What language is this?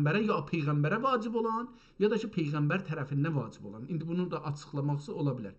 South Azerbaijani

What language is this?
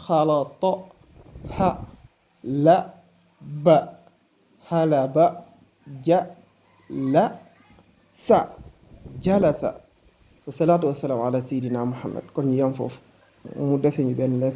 Wolof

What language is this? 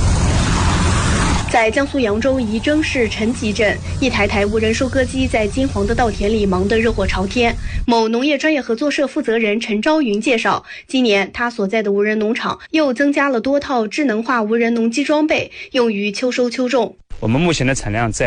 Chinese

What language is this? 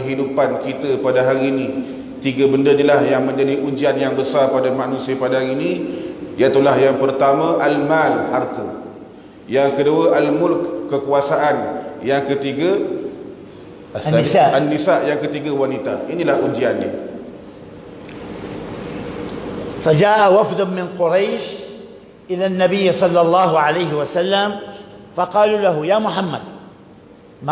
Malay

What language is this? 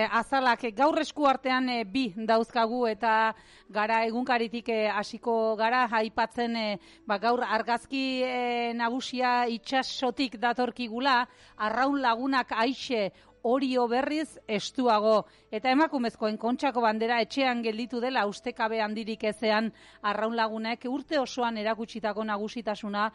Basque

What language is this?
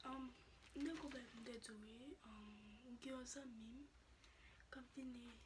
Haitian Creole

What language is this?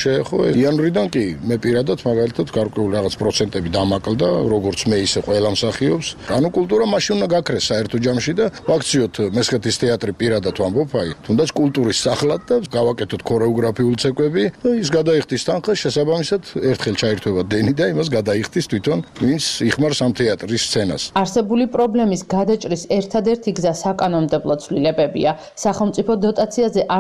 Georgian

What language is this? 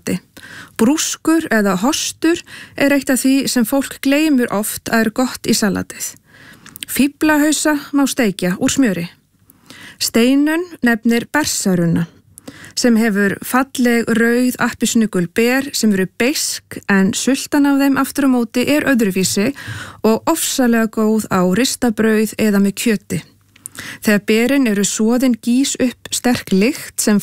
Icelandic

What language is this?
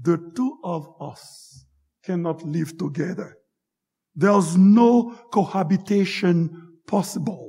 Haitian Creole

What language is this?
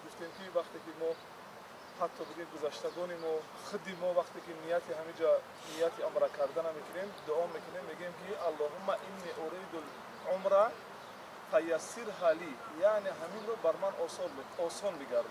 Tajik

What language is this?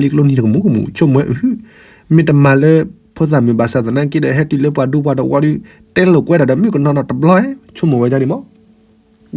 S'gaw Karen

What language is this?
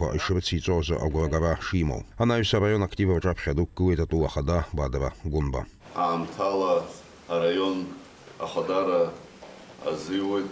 Abkhazian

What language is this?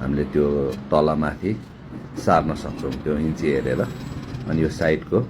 Nepali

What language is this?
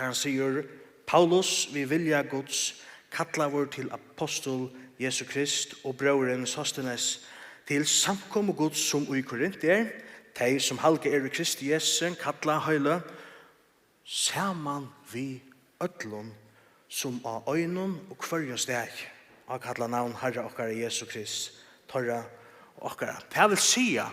Faroese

